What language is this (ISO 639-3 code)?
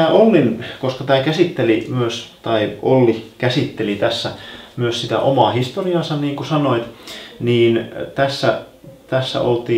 fin